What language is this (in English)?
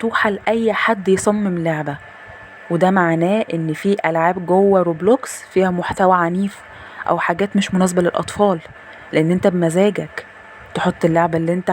Egyptian Arabic